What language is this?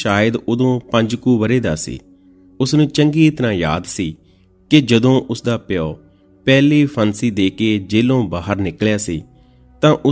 Punjabi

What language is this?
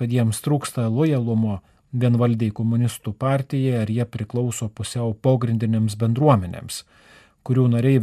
Lithuanian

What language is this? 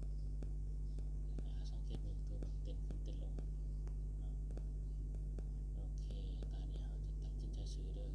Lao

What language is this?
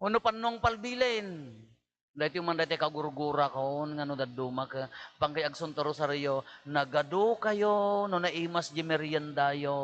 Iloko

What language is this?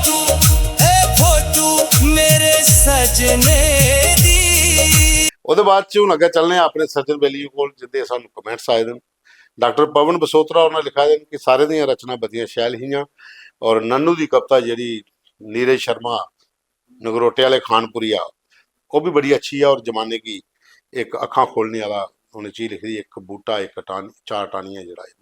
Dogri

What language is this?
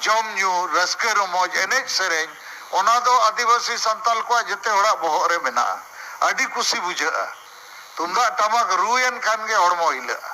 Santali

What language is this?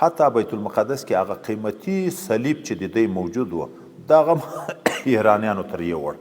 Pashto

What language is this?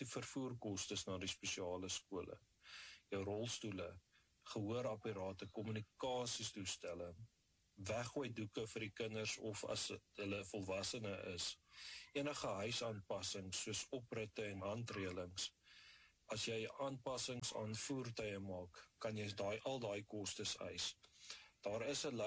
Afrikaans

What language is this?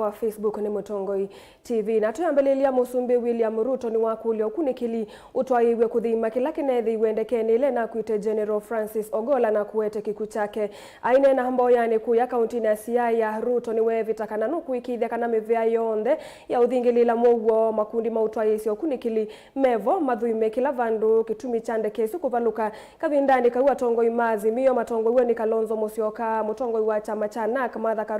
Kamba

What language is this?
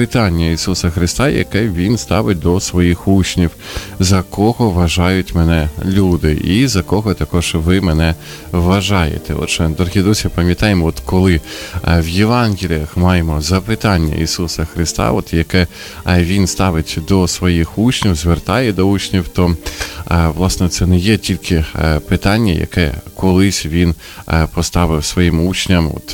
Ukrainian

